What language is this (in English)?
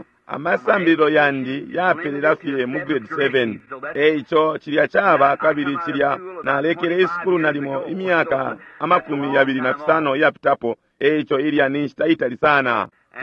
Bemba